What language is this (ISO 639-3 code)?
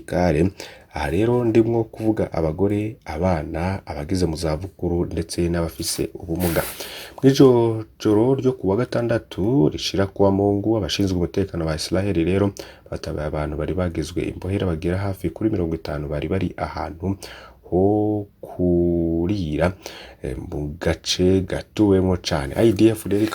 run